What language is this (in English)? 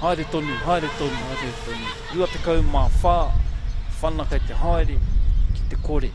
Māori